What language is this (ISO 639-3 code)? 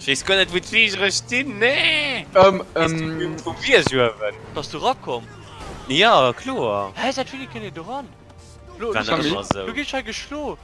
ltz